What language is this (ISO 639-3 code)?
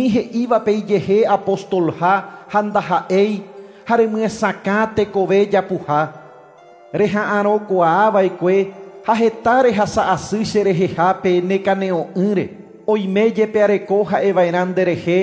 grn